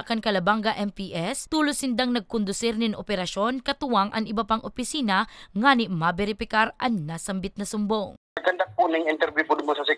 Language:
Bikol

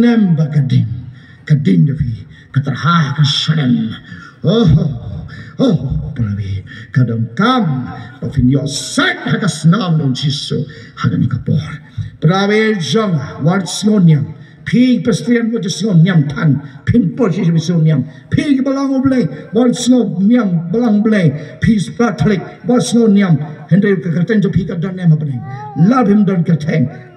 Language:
Khasi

